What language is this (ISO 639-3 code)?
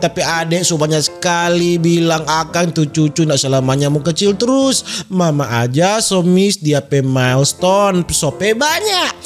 xmm